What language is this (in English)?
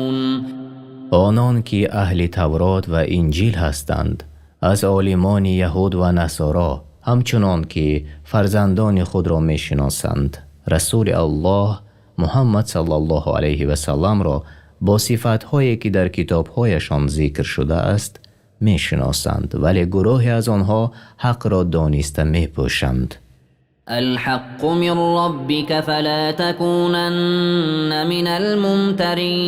Tajik